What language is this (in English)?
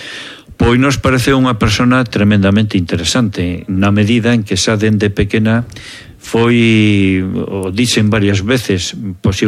Galician